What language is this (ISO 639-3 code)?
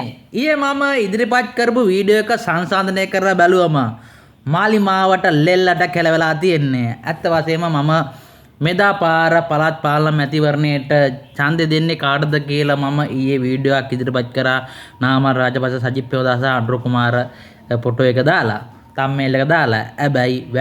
sin